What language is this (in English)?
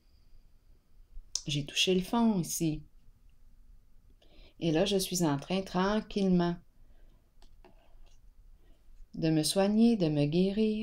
French